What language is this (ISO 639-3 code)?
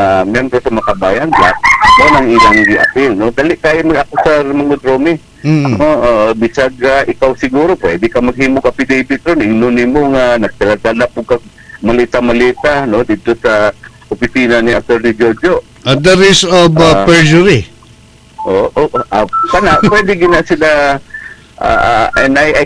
ceb